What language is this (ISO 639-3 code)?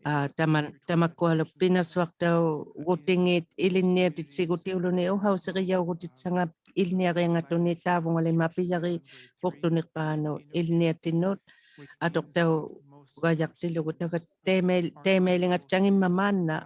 iku